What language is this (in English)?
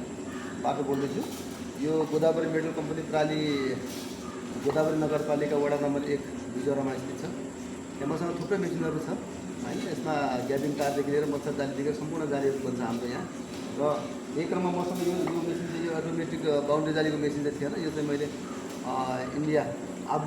Nepali